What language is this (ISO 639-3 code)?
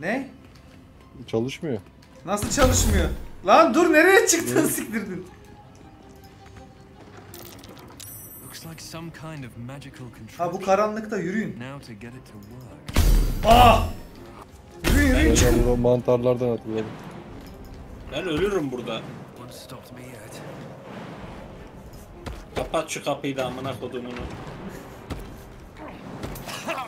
tur